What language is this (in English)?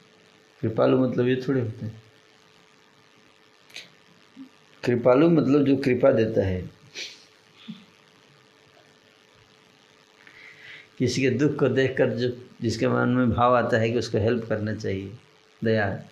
Hindi